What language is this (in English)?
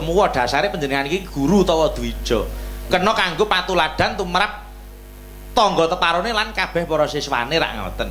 Javanese